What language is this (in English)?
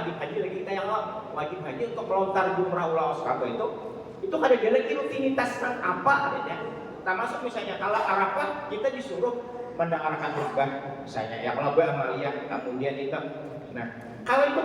Banjar